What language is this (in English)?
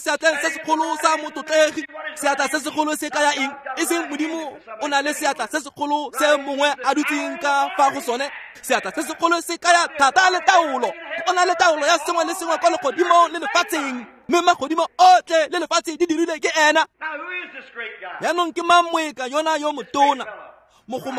Tswana